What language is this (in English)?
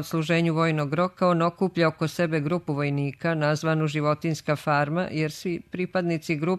Serbian